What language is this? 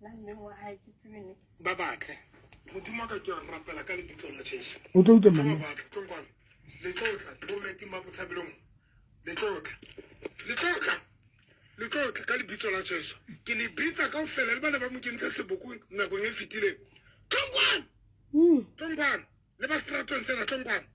Southern Sotho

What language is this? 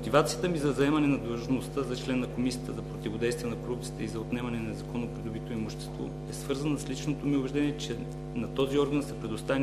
Bulgarian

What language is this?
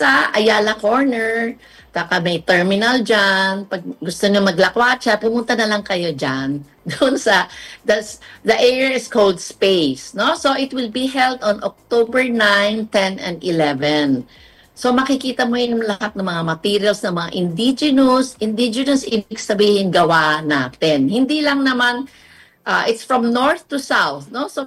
Filipino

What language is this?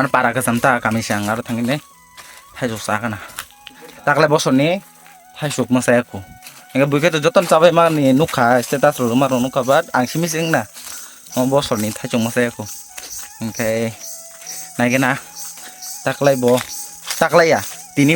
Kok Borok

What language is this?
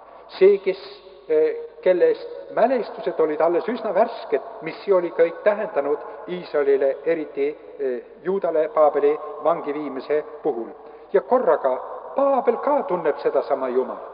Estonian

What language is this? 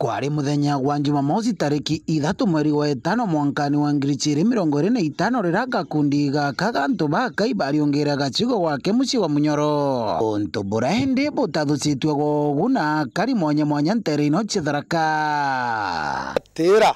Meru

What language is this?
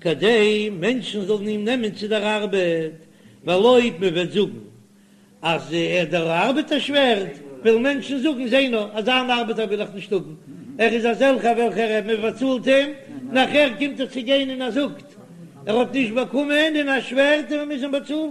Yiddish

